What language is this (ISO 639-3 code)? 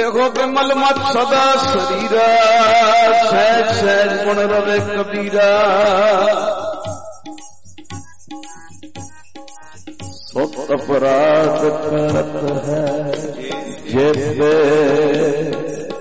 pan